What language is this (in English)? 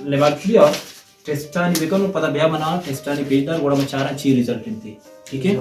Baluchi